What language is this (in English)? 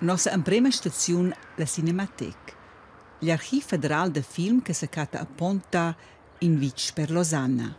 Romansh